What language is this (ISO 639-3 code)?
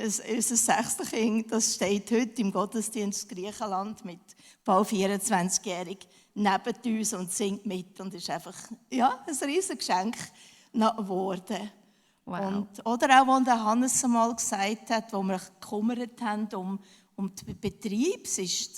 gsw